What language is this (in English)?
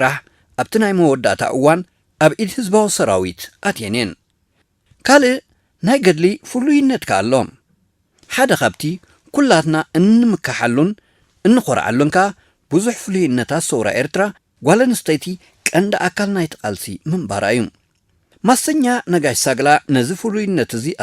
Tigrinya